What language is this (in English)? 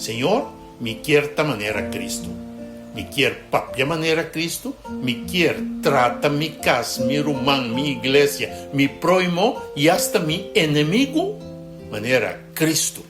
Papiamento